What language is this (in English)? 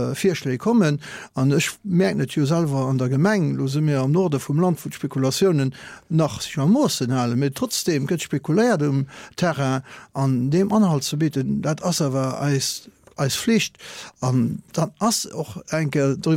Luxembourgish